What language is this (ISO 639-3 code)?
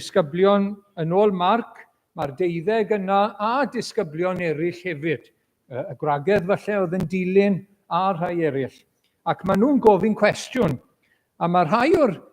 cym